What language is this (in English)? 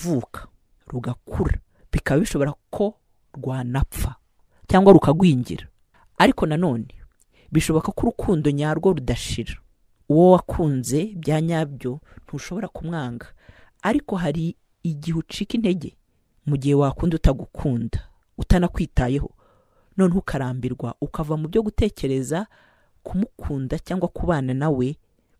Kinyarwanda